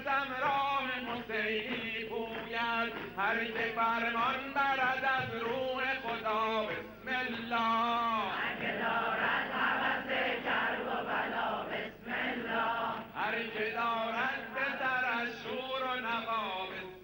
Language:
Persian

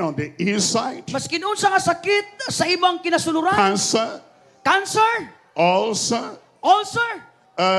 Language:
Cebuano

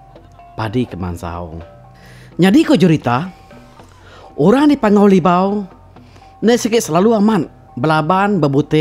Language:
Iban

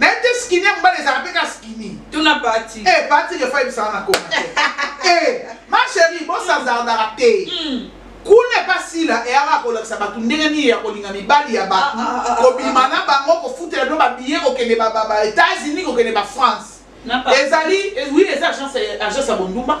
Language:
Lingala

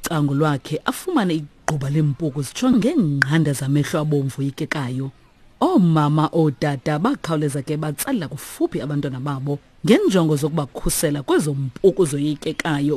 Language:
Xhosa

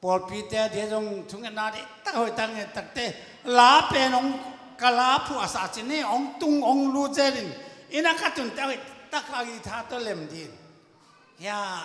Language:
Tedim Chin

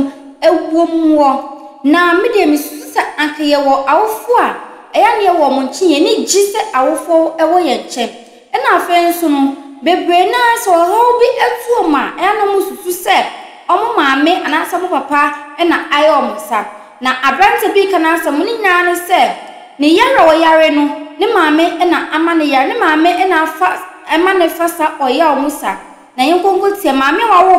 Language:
Akan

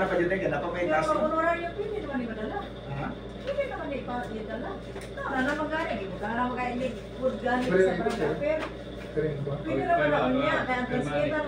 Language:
Cebuano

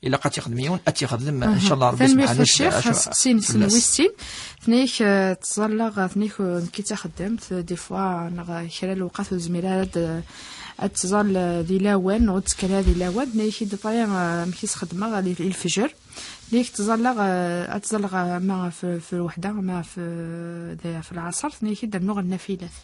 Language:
Kabyle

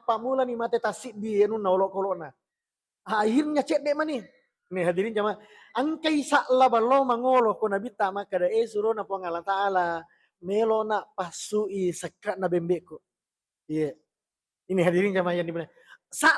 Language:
Buginese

